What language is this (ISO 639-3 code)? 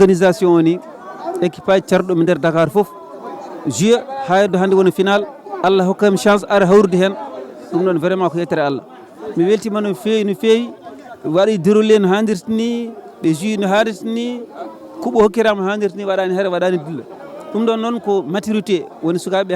ful